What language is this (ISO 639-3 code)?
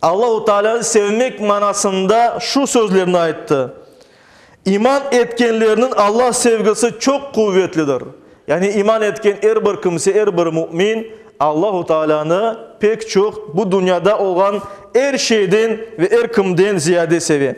crh